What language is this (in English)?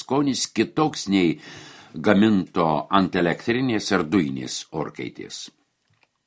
Lithuanian